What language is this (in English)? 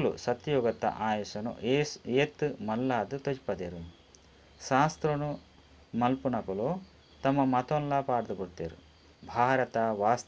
Tulu